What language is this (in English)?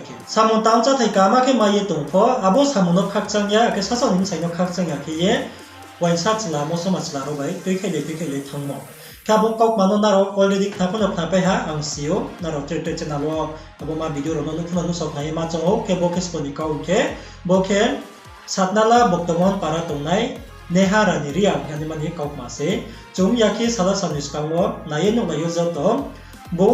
Riang (India)